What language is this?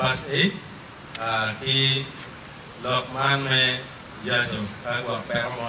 Acoli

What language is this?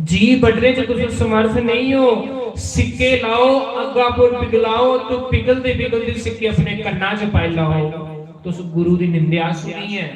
Dogri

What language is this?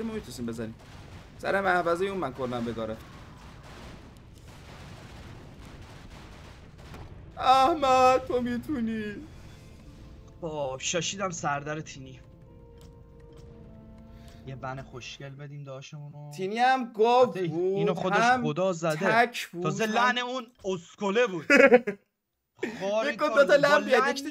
Persian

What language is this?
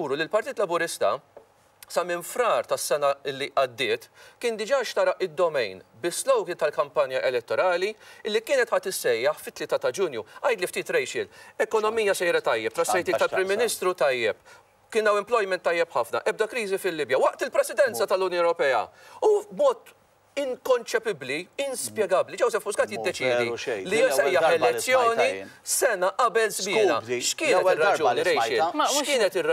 Maltese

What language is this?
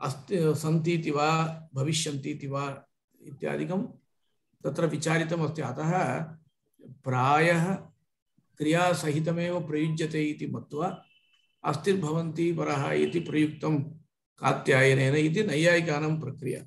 Sanskrit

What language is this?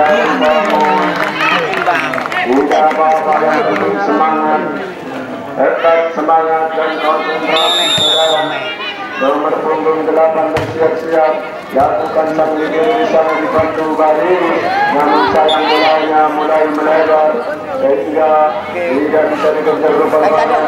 Indonesian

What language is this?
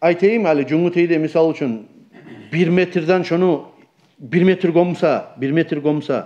Kumyk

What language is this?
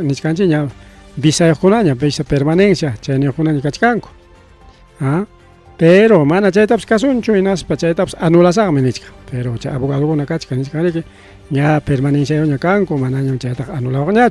Ayacucho Quechua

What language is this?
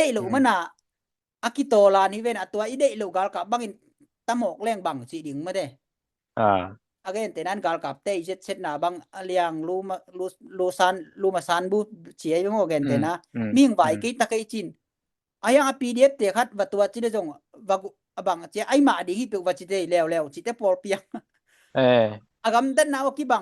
Tedim Chin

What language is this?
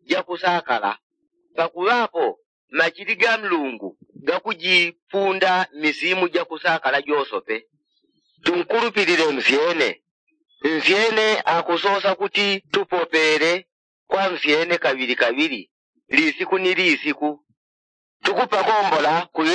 Yao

